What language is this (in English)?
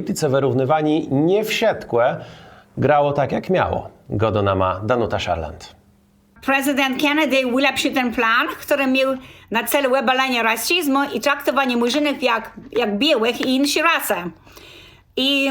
Kashubian